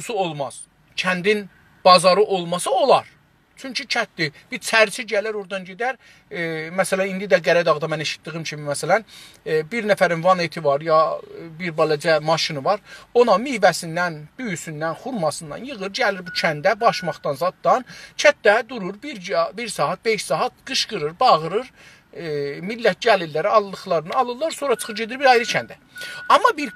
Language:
South Azerbaijani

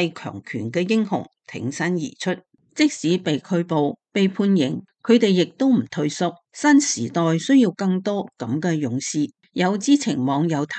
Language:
Cantonese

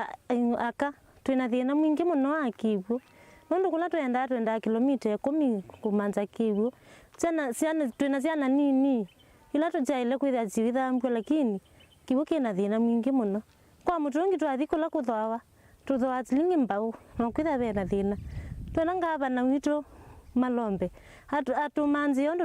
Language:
Kamba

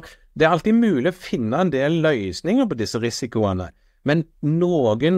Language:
Norwegian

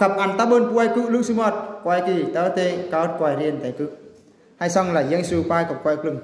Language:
Eastern Bru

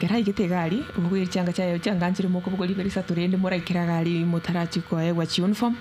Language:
Gusii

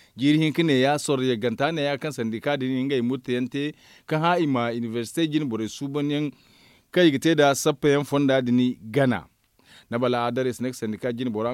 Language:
Zarma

